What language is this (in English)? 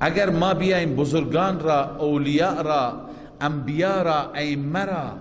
Persian